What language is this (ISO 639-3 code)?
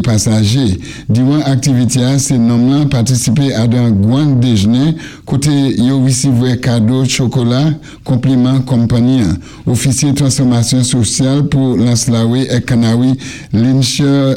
acf